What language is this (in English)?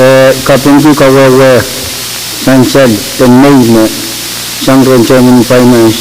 Pohnpeian